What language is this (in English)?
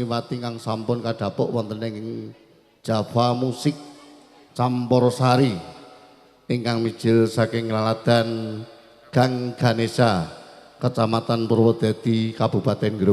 Javanese